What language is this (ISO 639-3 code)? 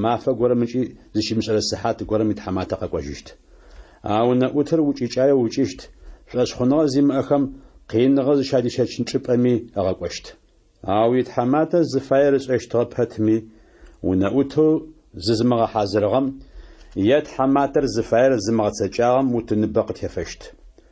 ady